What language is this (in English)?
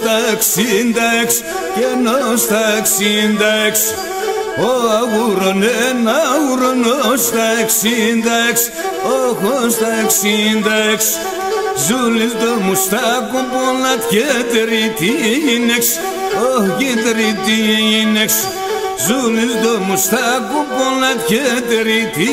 Pontic